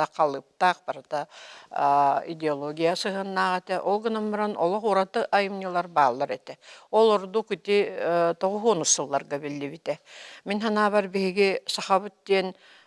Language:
Yakut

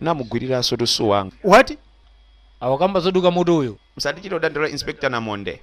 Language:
Nyanja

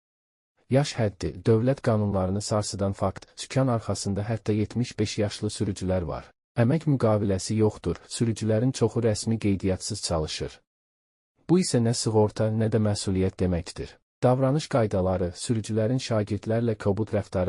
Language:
Azerbaijani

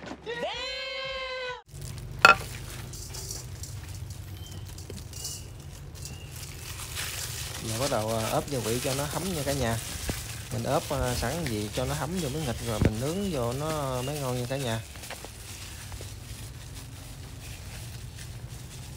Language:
Vietnamese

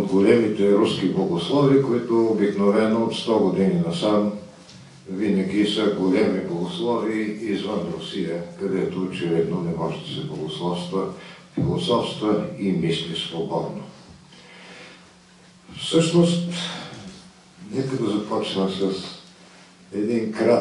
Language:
Bulgarian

